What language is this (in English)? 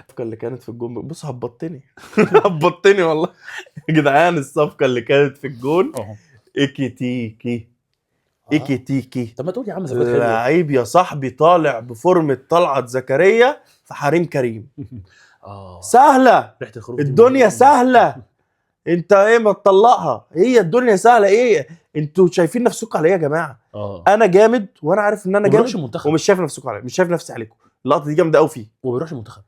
Egyptian Arabic